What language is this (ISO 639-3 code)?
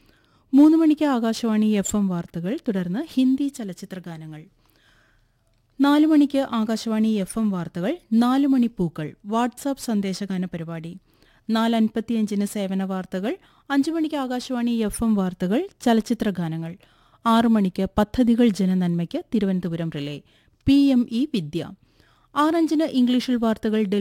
mal